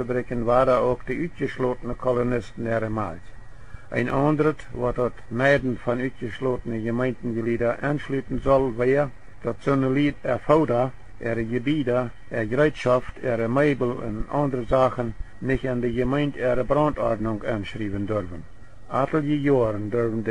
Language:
Plautdietsch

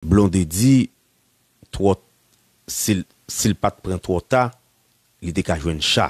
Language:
Haitian Creole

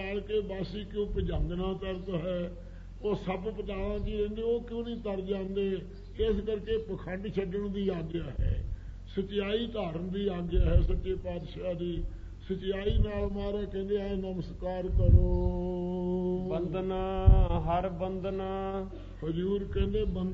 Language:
Punjabi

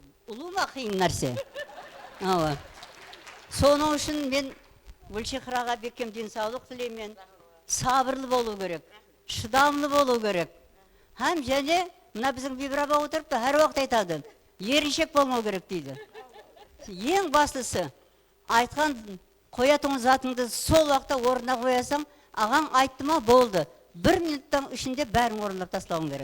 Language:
Kara-Kalpak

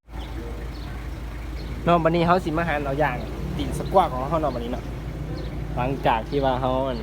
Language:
Lao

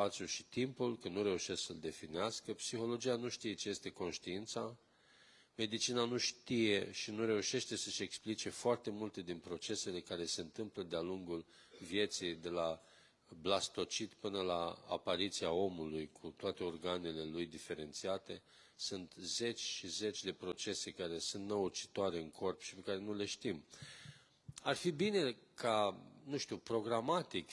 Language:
Romanian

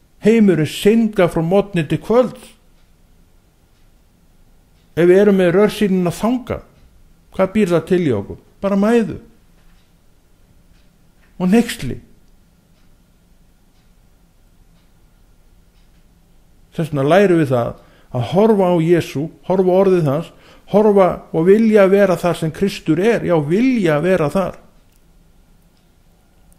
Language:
Icelandic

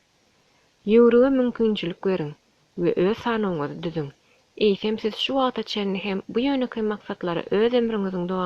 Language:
Turkmen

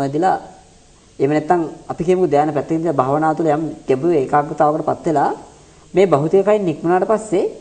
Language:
Sinhala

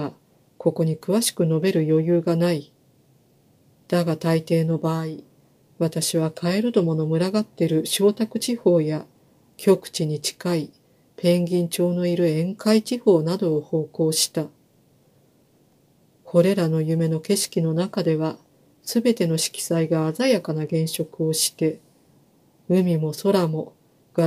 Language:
Japanese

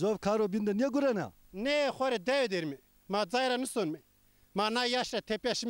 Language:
Zaza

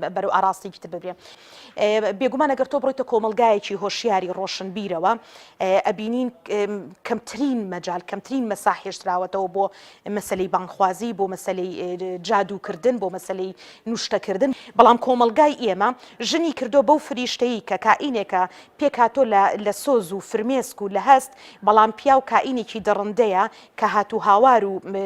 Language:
Central Kurdish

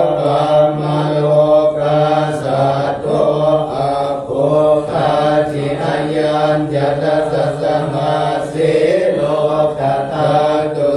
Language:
Pali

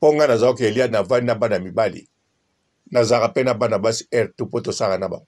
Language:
Lingala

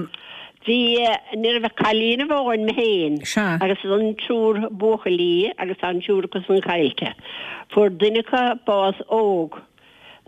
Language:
Irish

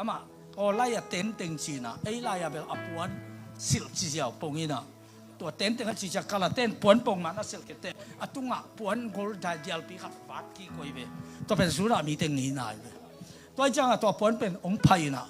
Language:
Tedim Chin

